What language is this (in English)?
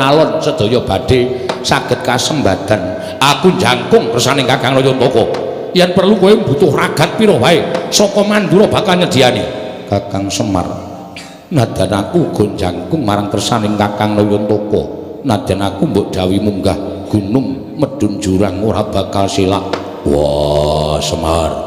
Javanese